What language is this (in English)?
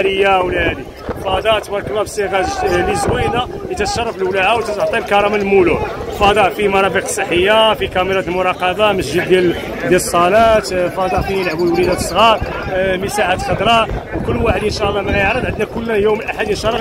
Moroccan Arabic